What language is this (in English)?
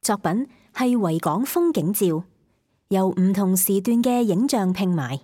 Cantonese